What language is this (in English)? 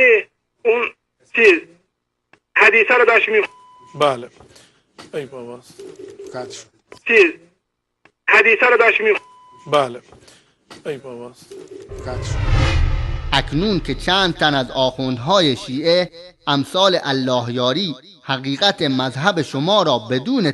Persian